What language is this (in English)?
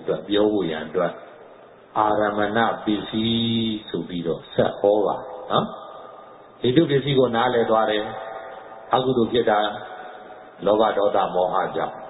Burmese